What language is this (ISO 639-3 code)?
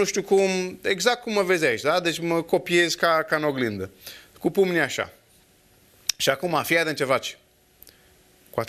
ron